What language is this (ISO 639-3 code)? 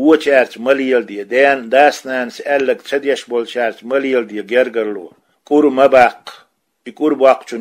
che